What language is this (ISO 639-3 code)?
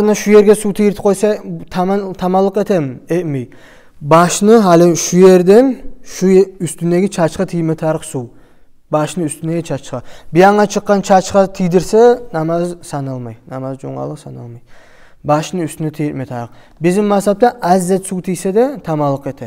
kum